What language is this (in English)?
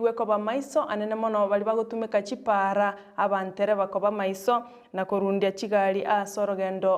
Gusii